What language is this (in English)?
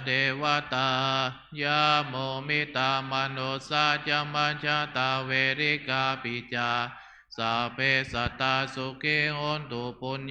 Pali